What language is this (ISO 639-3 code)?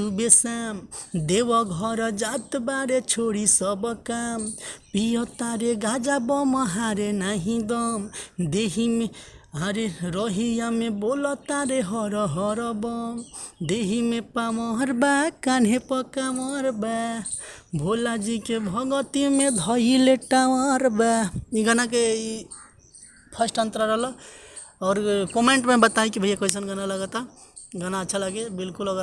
bho